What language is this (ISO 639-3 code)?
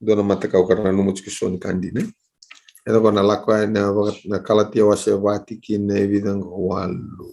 fij